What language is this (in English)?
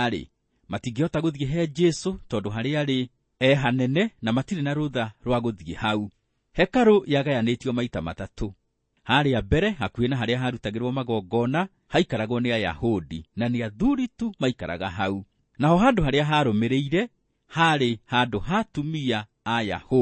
Kikuyu